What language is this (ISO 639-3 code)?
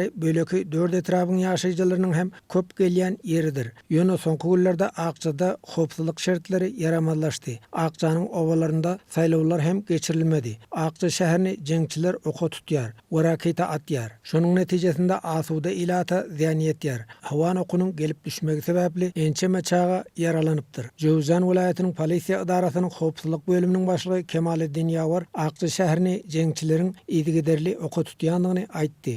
tuk